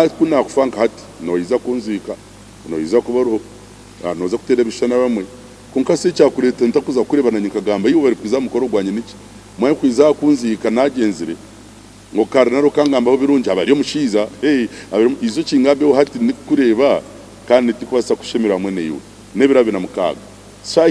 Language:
Nyankole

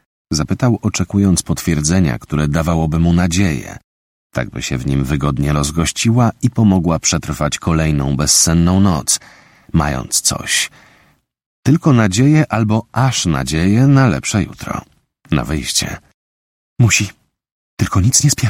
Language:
Polish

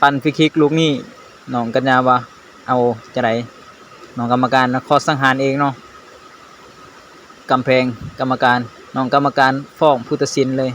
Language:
Lao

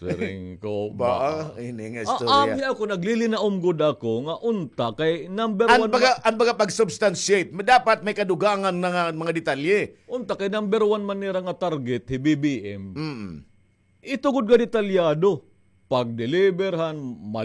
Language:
Waray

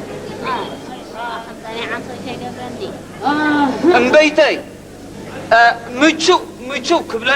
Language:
Tigrinya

